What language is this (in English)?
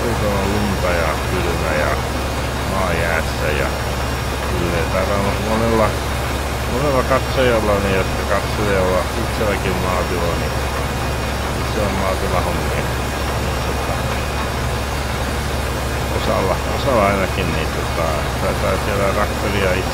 Finnish